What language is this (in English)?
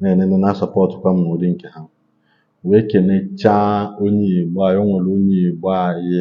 Igbo